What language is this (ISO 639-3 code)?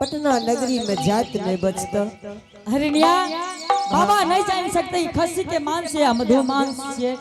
anp